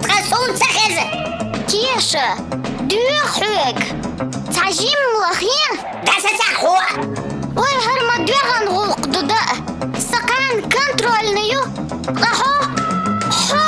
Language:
Chechen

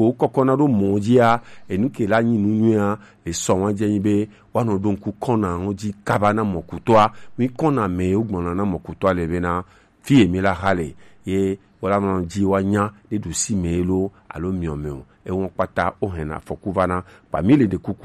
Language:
Gen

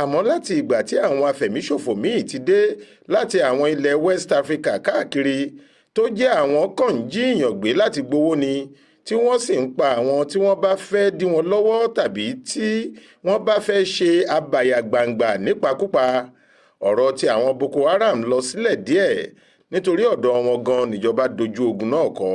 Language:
Yoruba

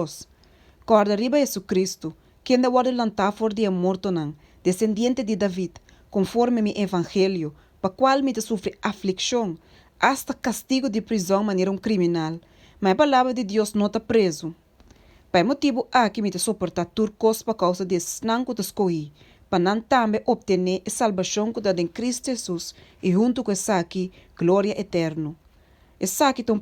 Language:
Papiamento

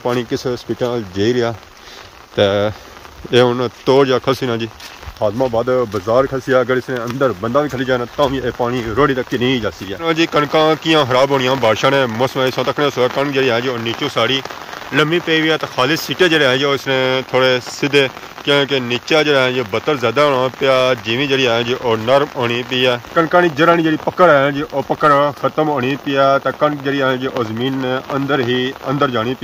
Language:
Pahari-Potwari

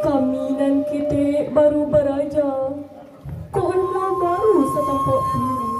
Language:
Minangkabau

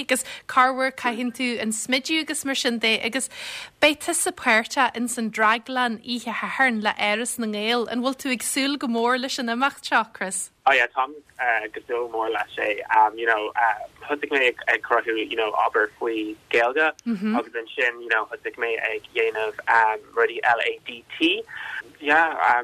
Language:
Irish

